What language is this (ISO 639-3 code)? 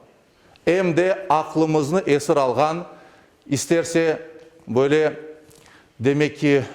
crh